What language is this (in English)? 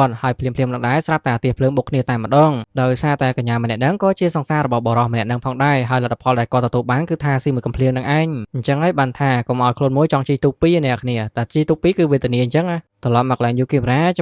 Khmer